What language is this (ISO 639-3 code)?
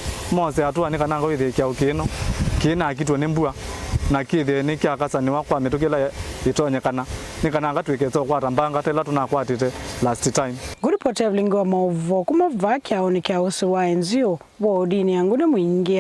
kam